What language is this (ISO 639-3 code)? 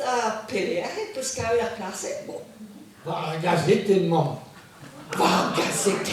bre